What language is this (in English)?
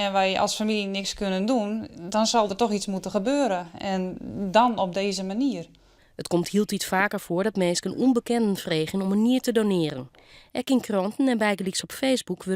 Western Frisian